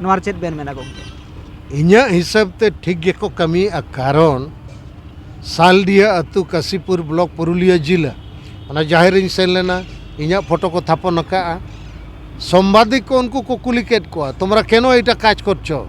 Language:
Santali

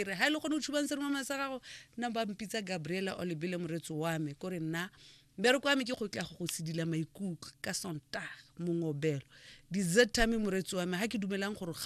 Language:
Tswana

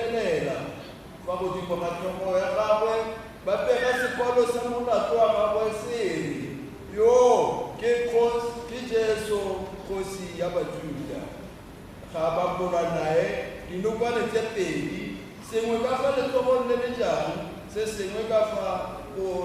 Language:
Tswana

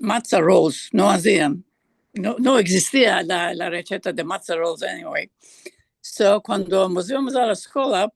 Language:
Ladino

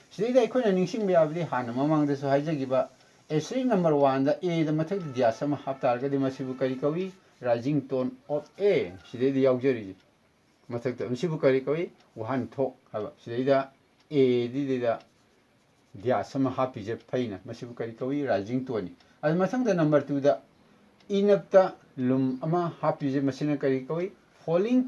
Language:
Manipuri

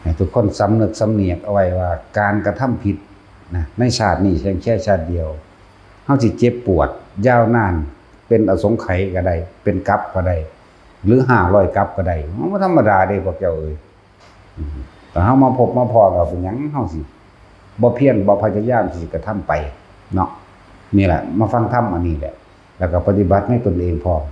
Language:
Lao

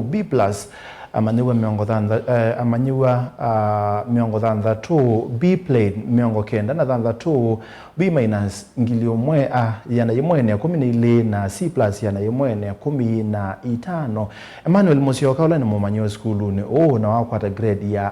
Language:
Kamba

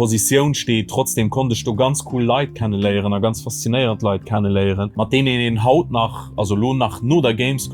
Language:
Luxembourgish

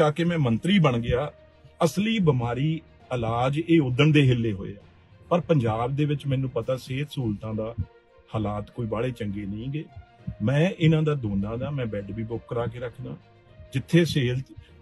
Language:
Punjabi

